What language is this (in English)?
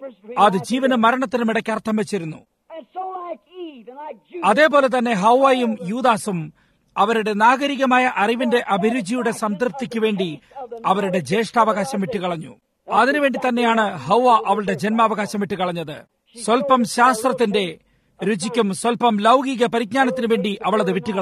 Malayalam